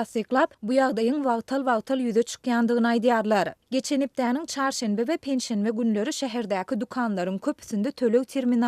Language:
Turkmen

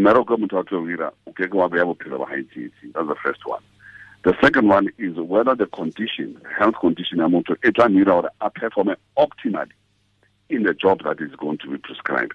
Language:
Tswana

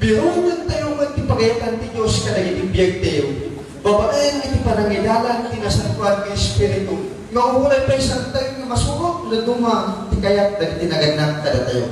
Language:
Iloko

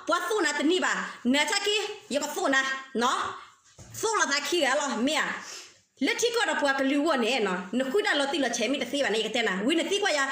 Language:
S'gaw Karen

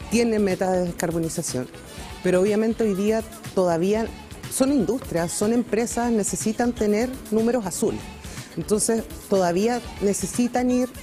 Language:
Spanish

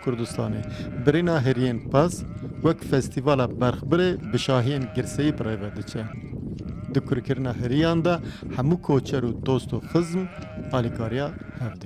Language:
Kurdish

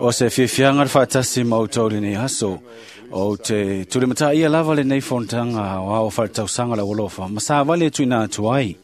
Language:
Samoan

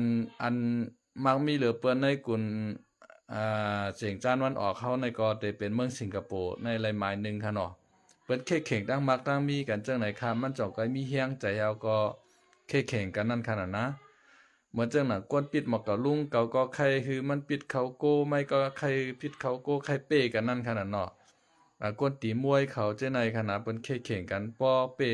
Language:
Shan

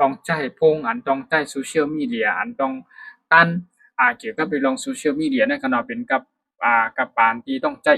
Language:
Shan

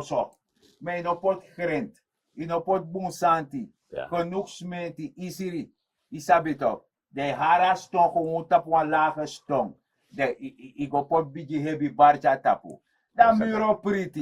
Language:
Sranan Tongo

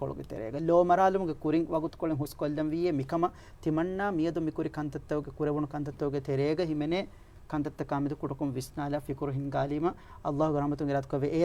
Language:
Divehi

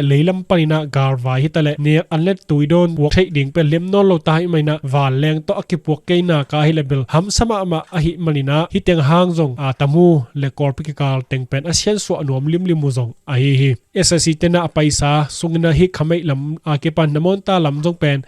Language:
Tedim Chin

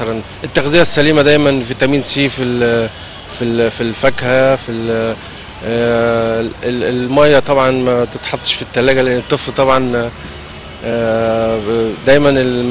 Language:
Egyptian Arabic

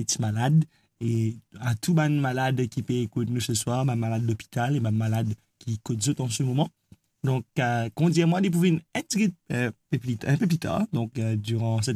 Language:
Morisyen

